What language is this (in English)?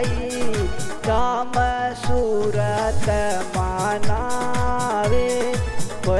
Bhojpuri